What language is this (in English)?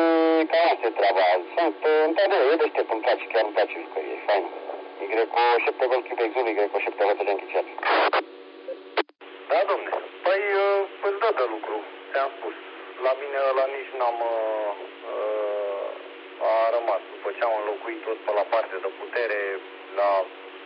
Romanian